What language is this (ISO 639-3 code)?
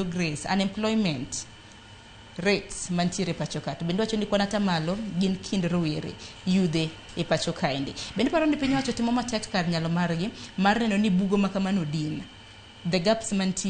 luo